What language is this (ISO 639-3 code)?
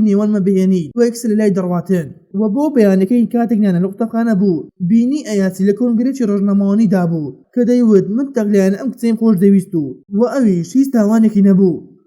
ckb